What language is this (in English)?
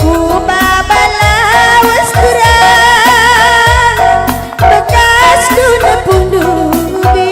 Batak Karo